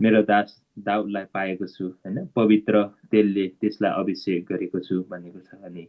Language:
Nepali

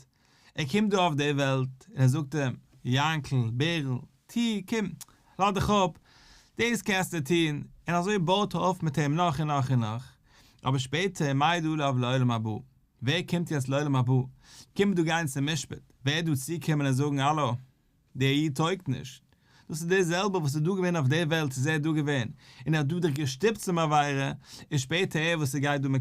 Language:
Yiddish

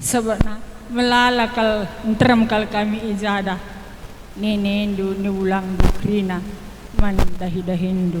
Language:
Batak Karo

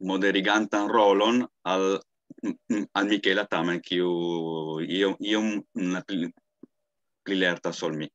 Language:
Esperanto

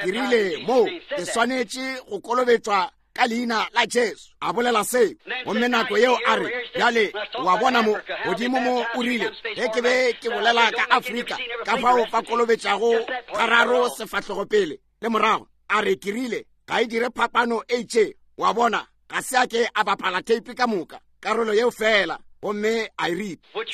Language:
Northern Sotho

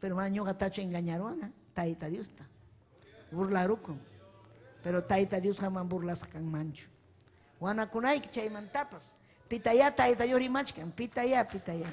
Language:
Ayacucho Quechua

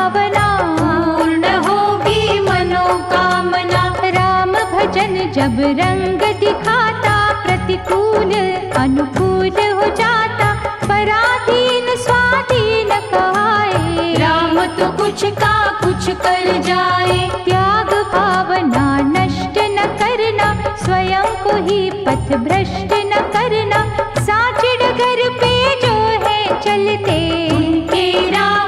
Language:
Hindi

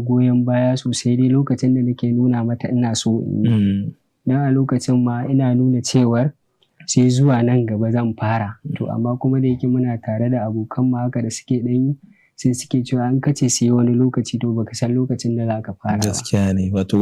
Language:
Hausa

